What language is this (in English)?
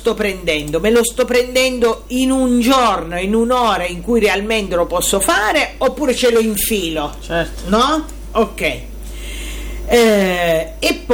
Italian